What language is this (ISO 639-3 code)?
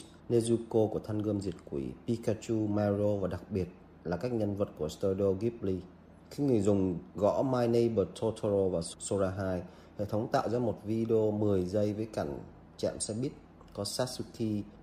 vie